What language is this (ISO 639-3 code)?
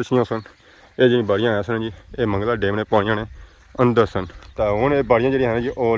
phr